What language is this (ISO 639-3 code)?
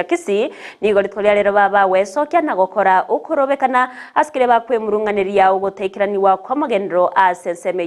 guz